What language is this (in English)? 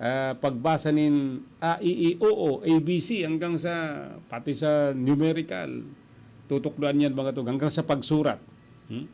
Bikol